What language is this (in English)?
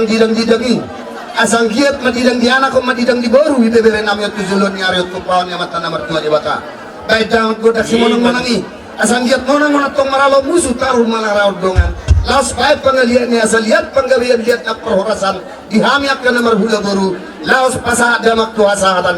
Batak Toba